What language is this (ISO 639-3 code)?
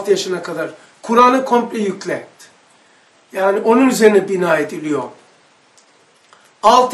tur